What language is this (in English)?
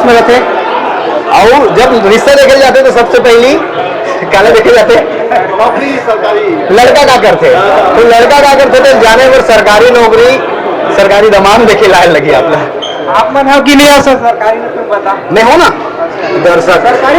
Chhattisgarhi